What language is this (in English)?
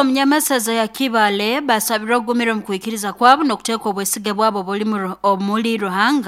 Nyoro